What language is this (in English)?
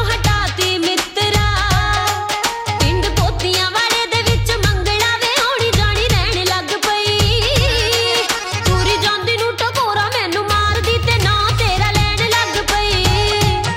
Punjabi